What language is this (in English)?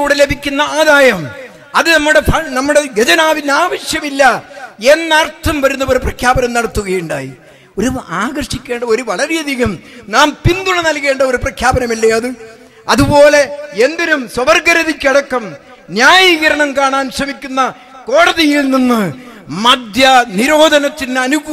Malayalam